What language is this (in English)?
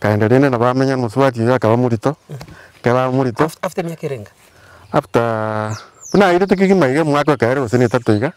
Gusii